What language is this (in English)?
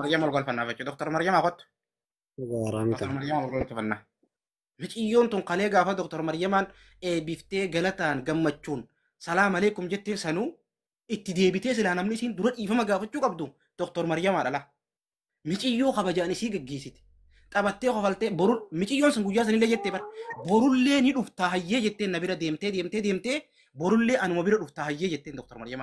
Oromo